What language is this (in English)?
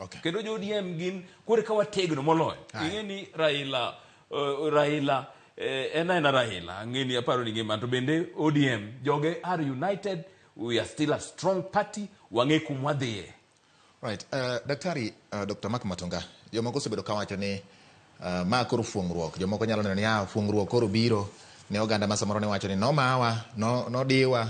Luo (Kenya and Tanzania)